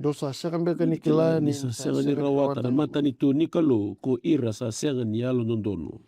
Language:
Fijian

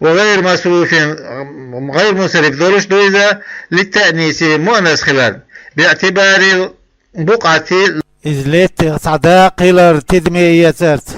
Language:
Chechen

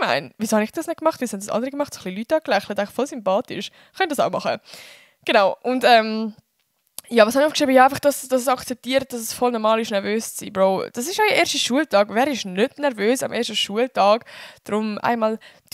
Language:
Swiss German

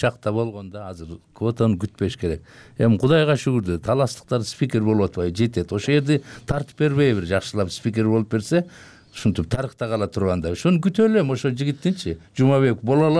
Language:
Kyrgyz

